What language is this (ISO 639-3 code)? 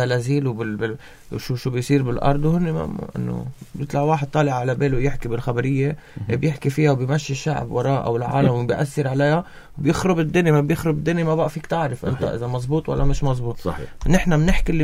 apc